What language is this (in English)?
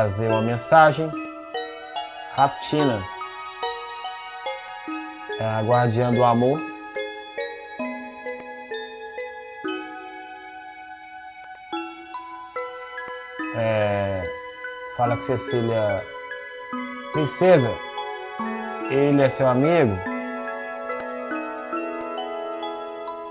Portuguese